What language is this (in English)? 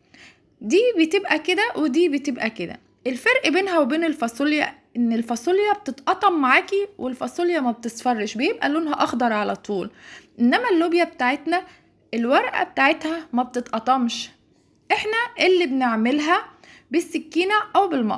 Egyptian Arabic